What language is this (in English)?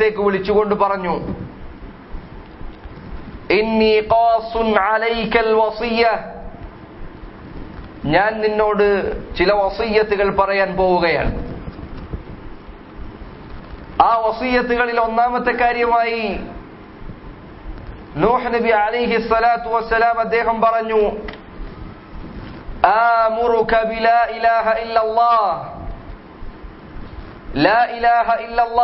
Malayalam